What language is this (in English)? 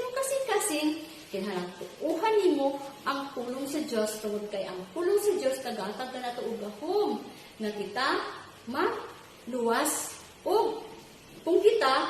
Cebuano